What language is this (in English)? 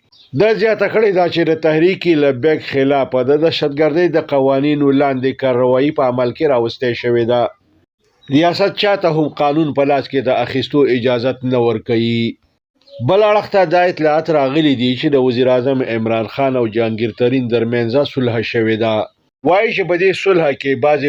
Pashto